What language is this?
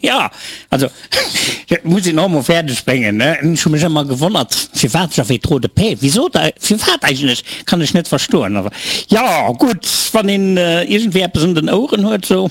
Luxembourgish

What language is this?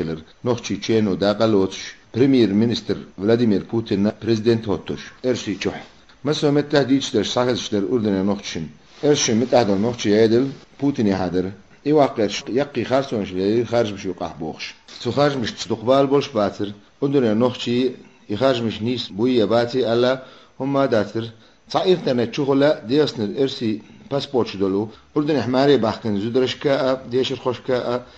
Chechen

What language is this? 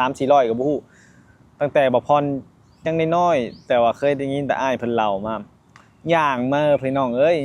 Lao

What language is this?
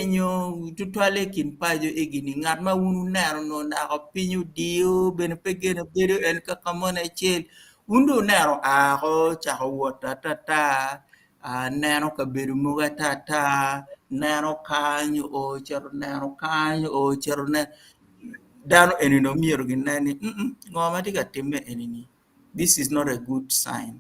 Acoli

